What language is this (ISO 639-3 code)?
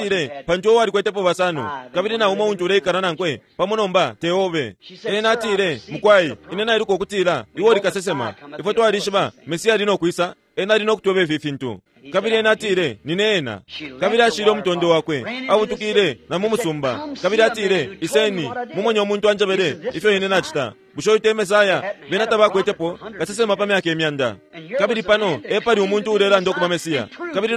bem